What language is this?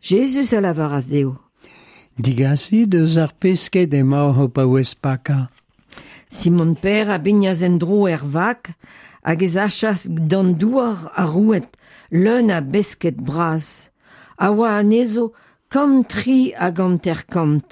Breton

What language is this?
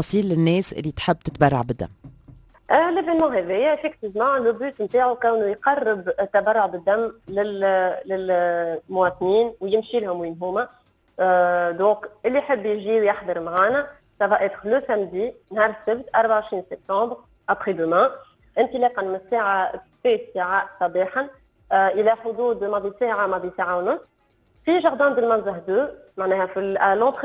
Tunisian Arabic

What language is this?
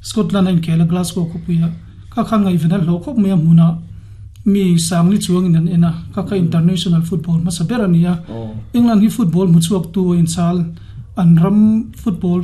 Mizo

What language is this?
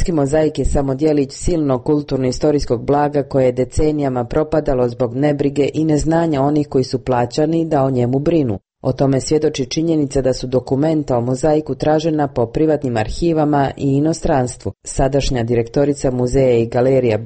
Serbian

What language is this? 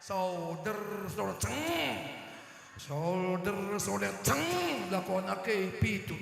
Batak Karo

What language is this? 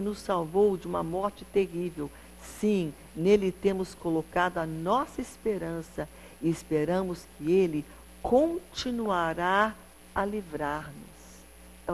Portuguese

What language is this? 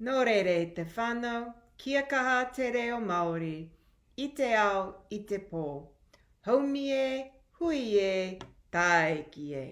Māori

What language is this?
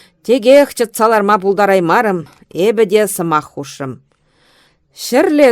Chuvash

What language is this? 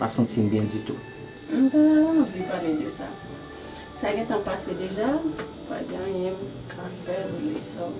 Haitian Creole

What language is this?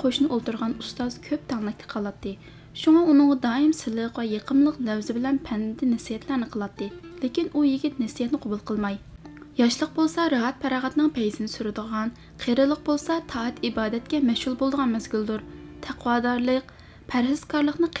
Uyghur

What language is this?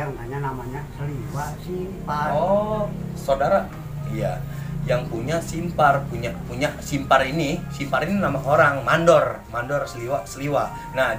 Indonesian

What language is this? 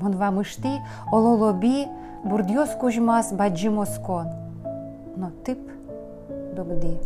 Udmurt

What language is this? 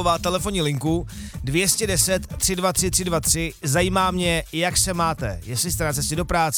Czech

